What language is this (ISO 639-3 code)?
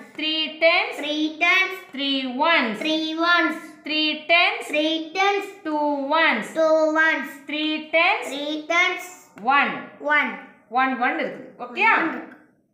tam